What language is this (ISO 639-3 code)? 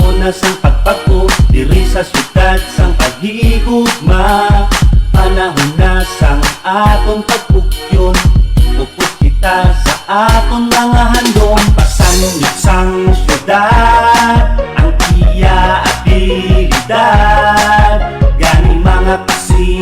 hil